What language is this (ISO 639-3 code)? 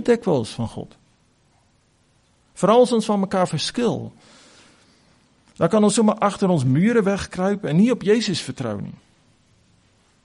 afr